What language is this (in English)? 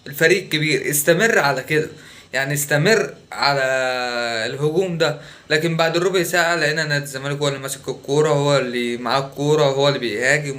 Egyptian Arabic